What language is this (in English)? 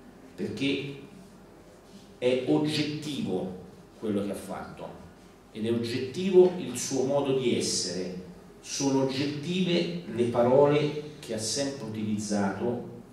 Italian